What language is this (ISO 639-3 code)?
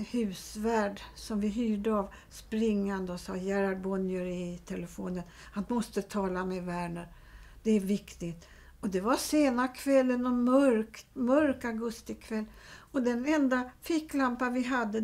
swe